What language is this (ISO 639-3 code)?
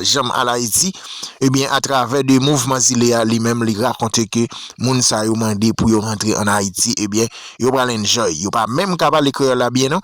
hat